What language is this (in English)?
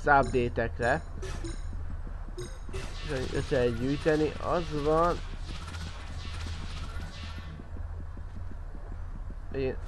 Hungarian